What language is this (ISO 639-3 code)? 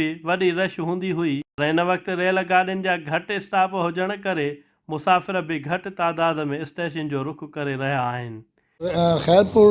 snd